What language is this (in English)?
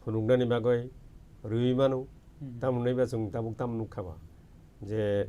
Kok Borok